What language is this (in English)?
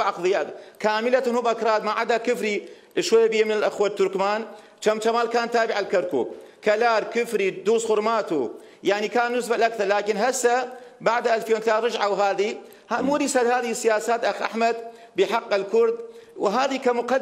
Mesopotamian Arabic